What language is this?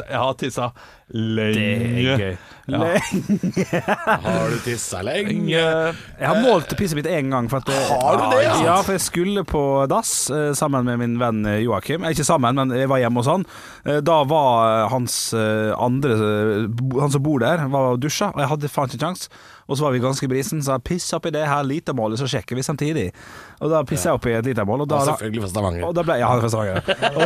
Norwegian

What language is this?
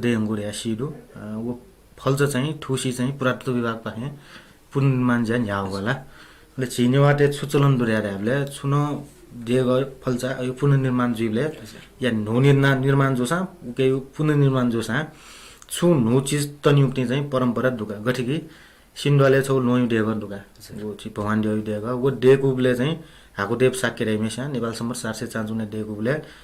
Newari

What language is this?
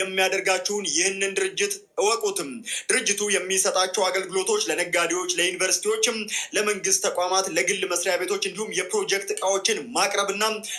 Amharic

